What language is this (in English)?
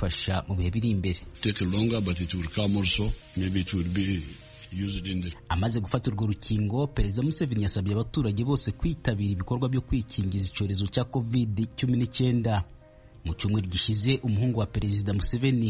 Kinyarwanda